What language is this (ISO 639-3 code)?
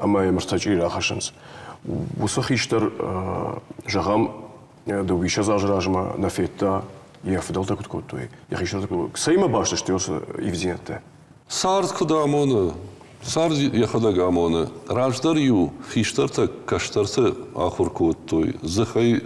oss